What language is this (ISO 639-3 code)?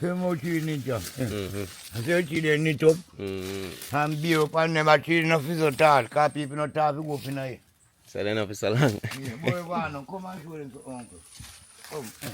jam